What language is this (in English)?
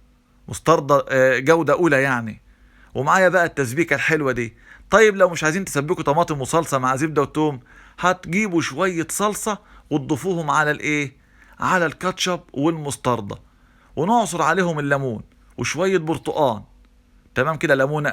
Egyptian Arabic